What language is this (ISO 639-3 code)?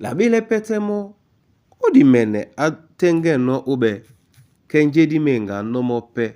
dua